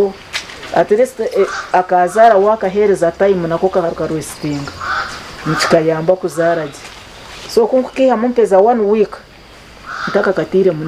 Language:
Nyankole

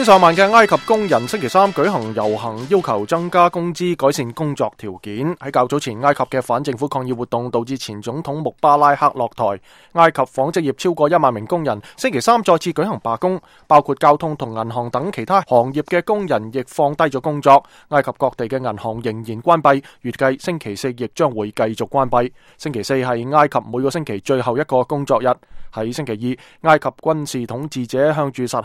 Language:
Cantonese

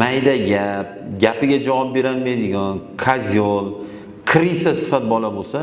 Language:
Uzbek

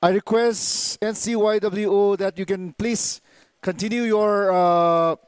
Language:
Tangkhul Naga (India)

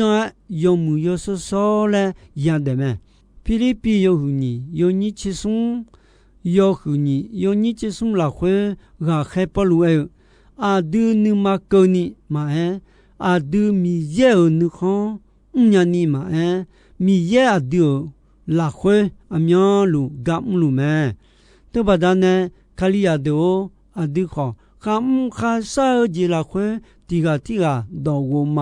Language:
Akha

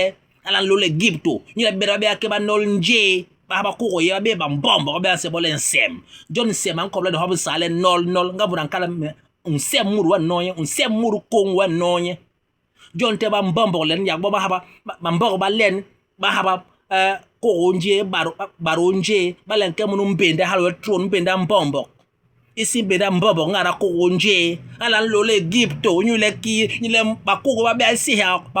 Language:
Basaa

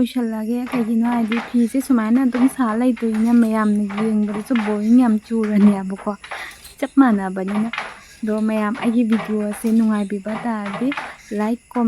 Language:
Manipuri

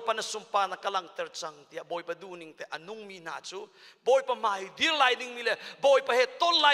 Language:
Hakha Chin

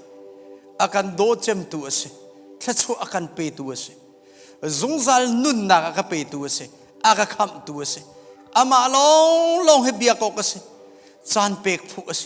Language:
Hakha Chin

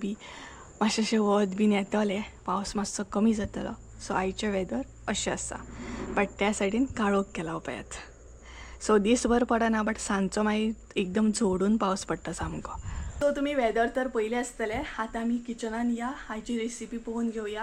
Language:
Konkani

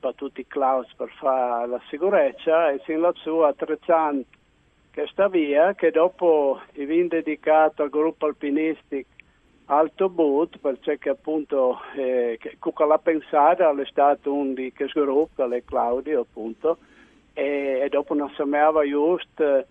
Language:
Friulian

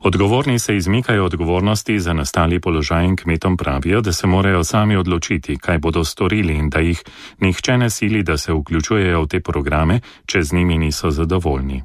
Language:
Slovenian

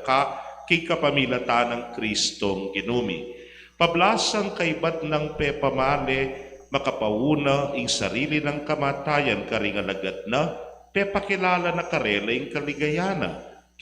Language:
Pampanga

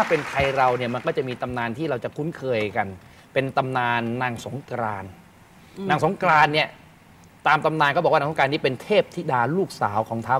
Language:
Thai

